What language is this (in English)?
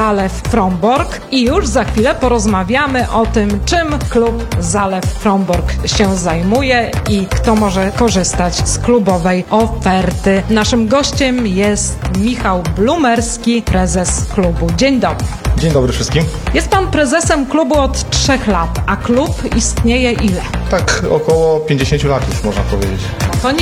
Polish